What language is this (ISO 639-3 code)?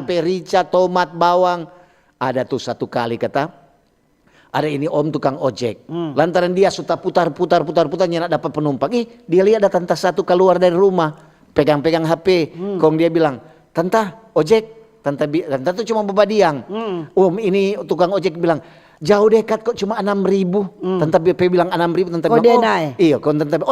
xmm